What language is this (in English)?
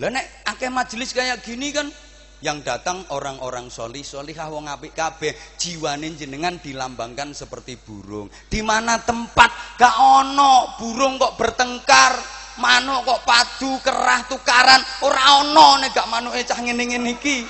Javanese